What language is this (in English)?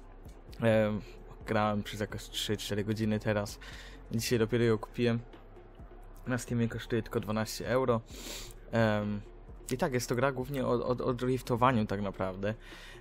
Polish